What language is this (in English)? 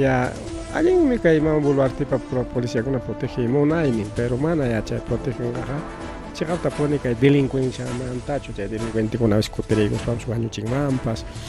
Ayacucho Quechua